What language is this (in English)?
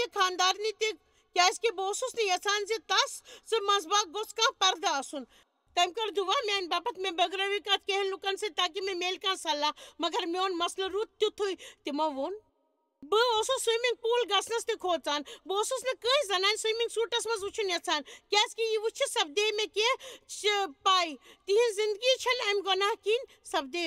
Kashmiri